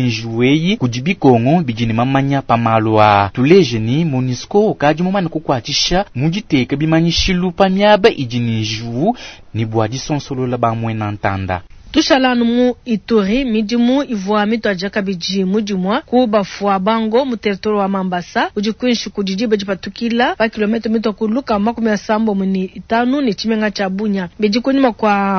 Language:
Luba-Lulua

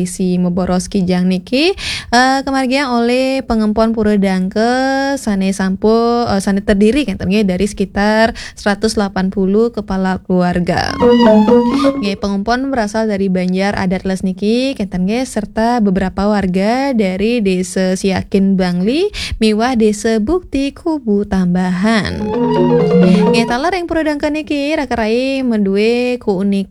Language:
Balinese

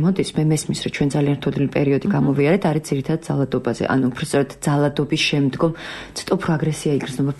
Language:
Georgian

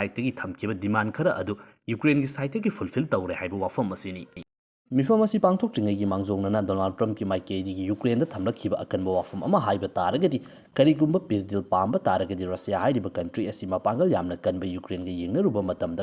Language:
Manipuri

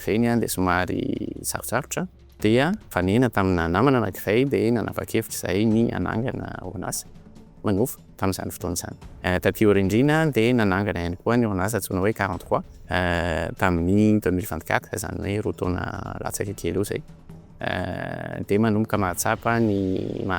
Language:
Malagasy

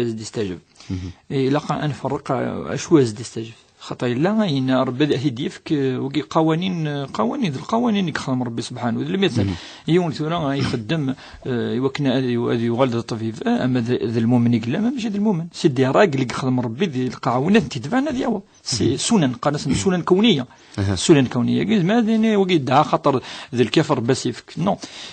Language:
Kabyle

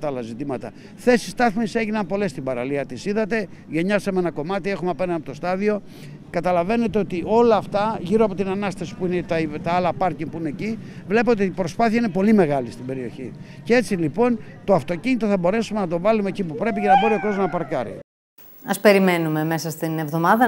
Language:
Greek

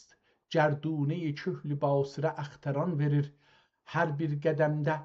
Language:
South Azerbaijani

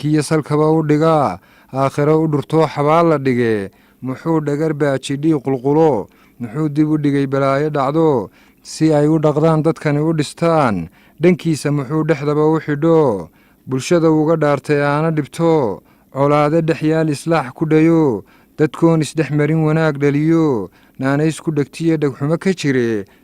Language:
Somali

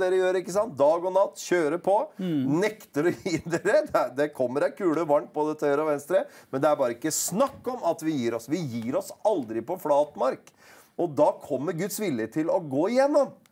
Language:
Norwegian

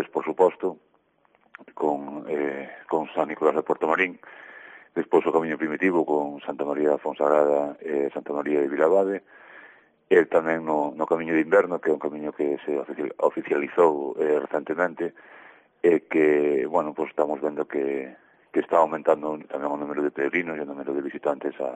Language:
Galician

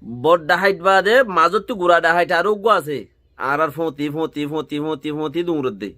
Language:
Rohingya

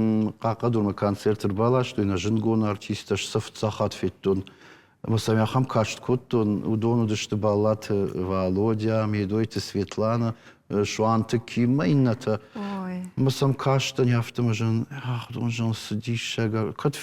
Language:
Ossetic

